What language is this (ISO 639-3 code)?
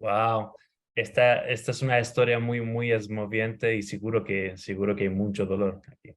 lad